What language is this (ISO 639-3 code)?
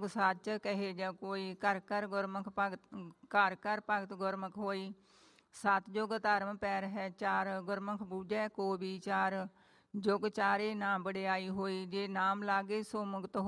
pan